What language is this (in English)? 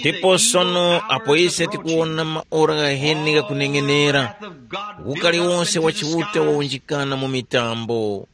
Tumbuka